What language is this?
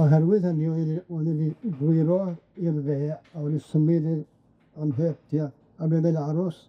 Welsh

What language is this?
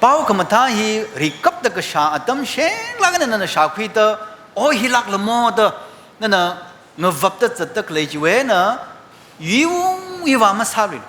Tangkhul Naga (India)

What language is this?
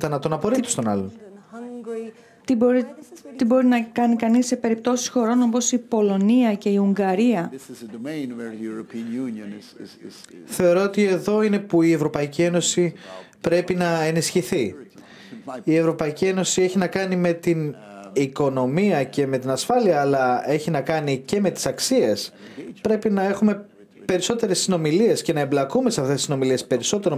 Greek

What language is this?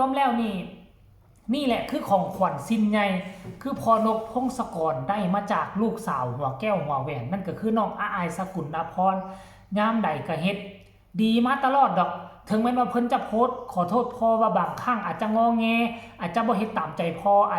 Lao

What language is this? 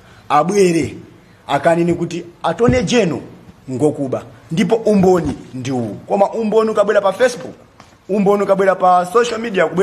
Nyanja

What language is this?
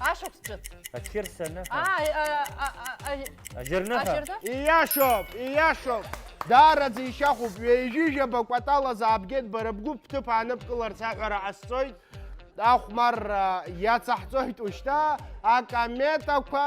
Abkhazian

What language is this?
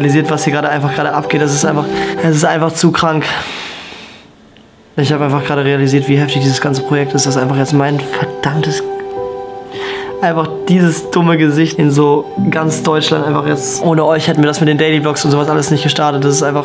German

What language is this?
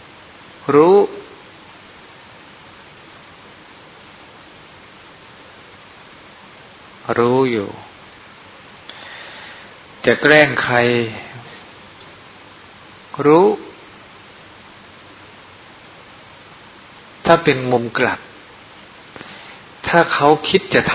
Thai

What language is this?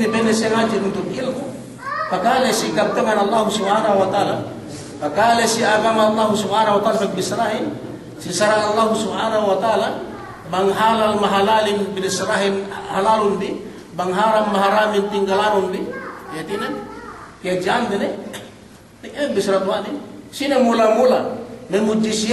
Yakan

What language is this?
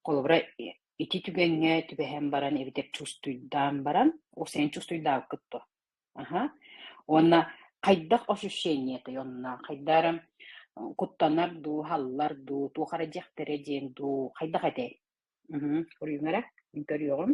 Yakut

